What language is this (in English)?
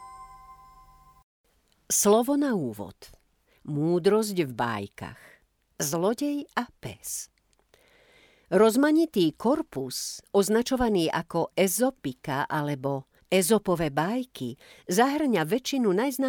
Slovak